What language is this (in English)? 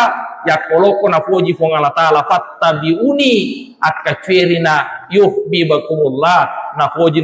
Buginese